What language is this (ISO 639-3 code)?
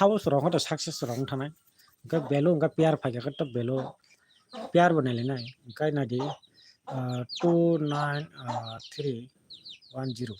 trp